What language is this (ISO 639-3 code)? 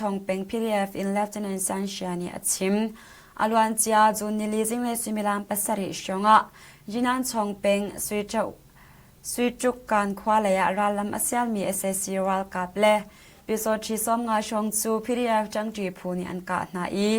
cnh